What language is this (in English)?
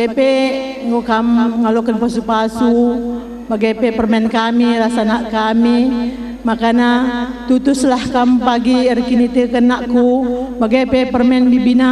Batak Karo